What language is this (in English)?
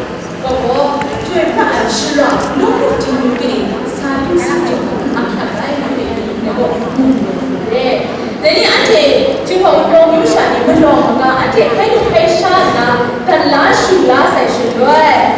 Kachin